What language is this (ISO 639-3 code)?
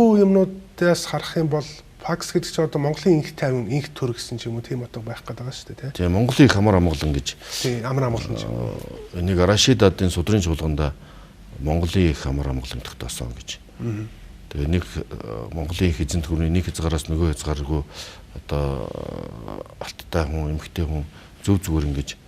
mon